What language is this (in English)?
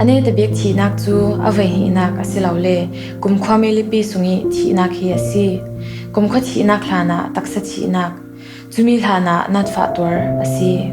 Falam Chin